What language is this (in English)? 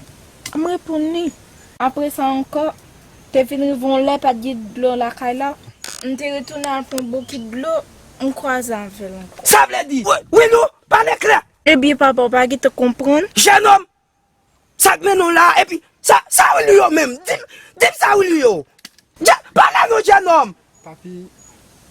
Haitian Creole